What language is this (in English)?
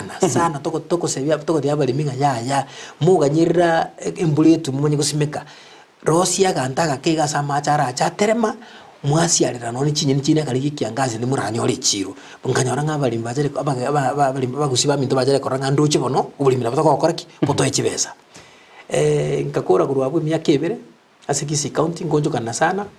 Gusii